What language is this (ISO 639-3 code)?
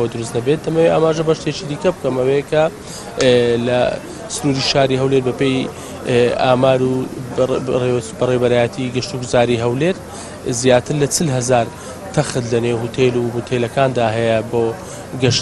ckb